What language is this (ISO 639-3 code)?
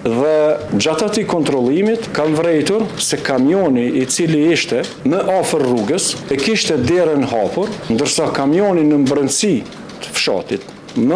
sqi